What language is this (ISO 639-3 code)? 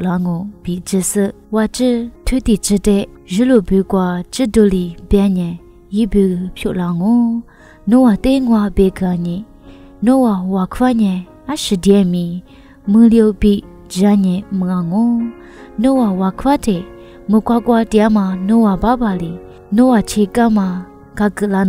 lis